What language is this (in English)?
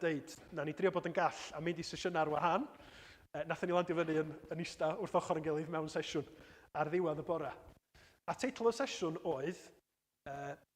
Welsh